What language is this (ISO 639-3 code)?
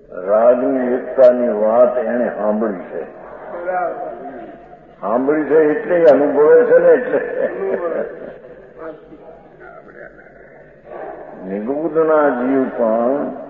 guj